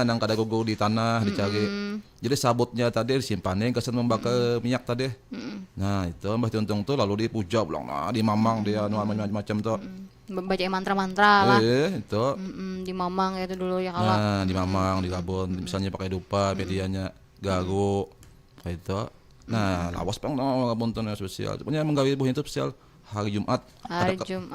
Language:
Banjar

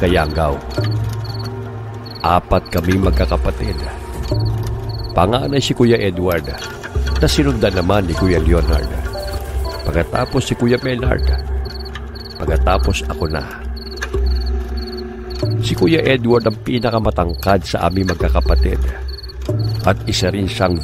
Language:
Filipino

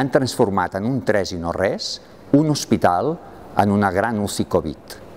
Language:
Catalan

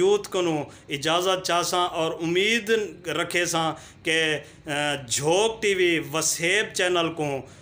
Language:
Saraiki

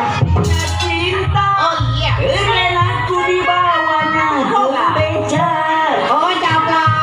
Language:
Betawi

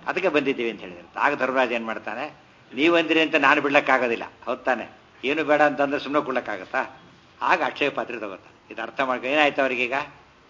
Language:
Kannada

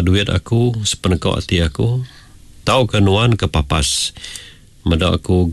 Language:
Iban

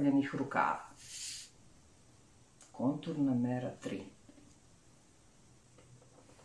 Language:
Serbian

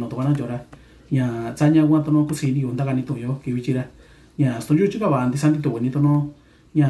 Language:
Mixtepec Mixtec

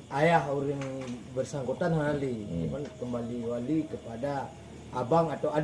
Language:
Achinese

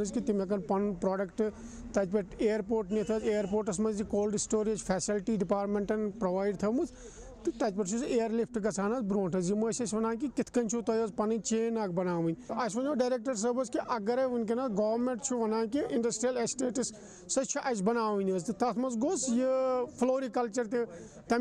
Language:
Kashmiri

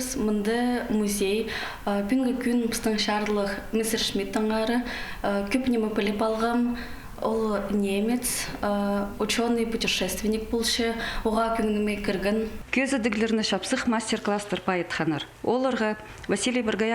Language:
Khakas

